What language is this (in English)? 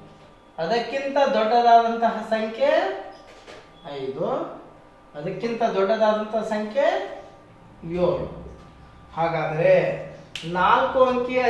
Kannada